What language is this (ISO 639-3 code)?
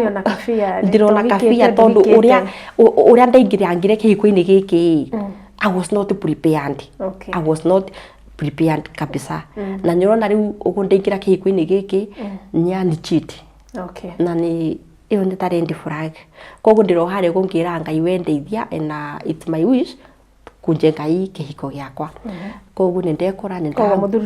kik